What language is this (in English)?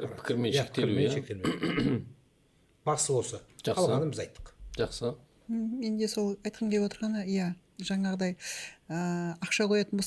Kazakh